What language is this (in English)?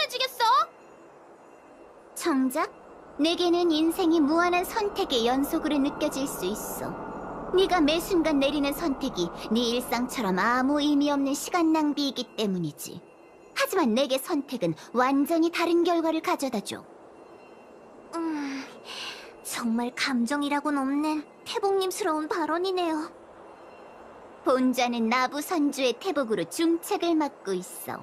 Korean